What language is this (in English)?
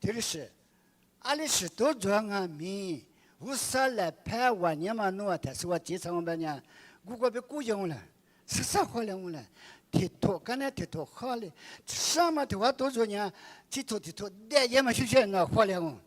Lisu